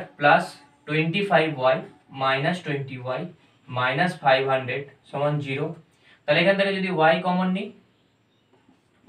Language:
Bangla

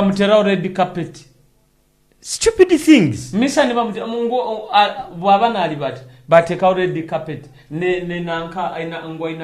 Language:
Nyoro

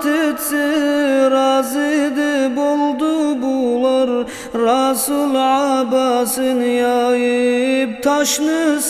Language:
Kumyk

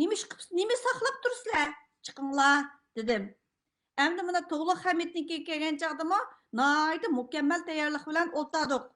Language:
Uyghur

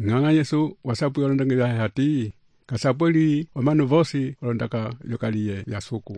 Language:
Umbundu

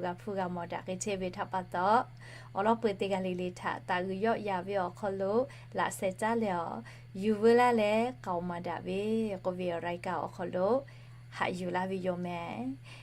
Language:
Lahu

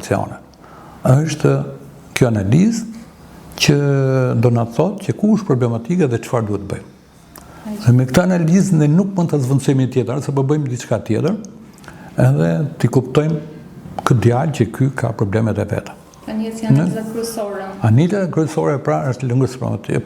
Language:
Albanian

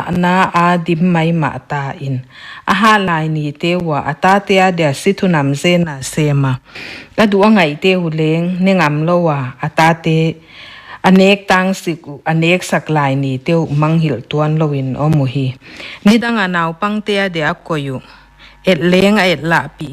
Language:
Paite Chin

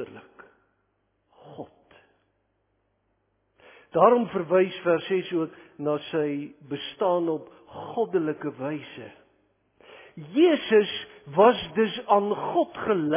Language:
Afrikaans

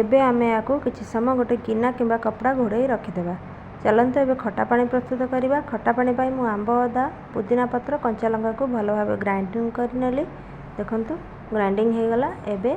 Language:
Odia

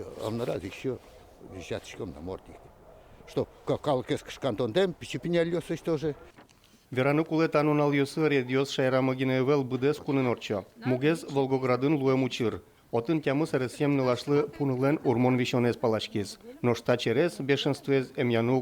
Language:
Udmurt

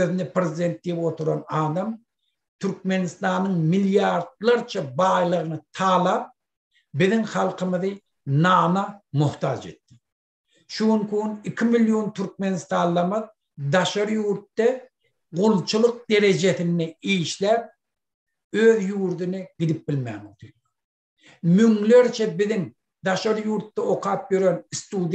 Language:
Turkmen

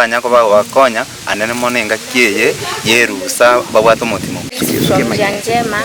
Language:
Gusii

